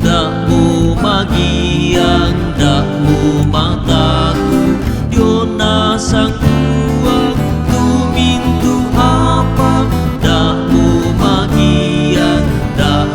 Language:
Toraja-Sa'dan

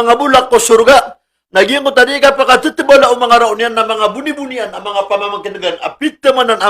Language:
Maranao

